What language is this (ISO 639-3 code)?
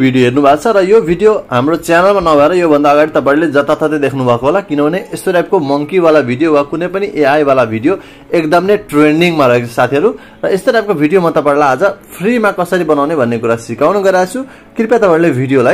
nep